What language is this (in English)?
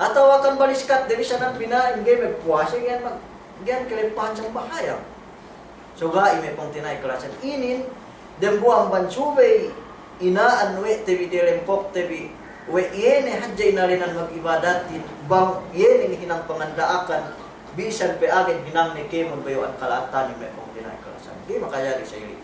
Yakan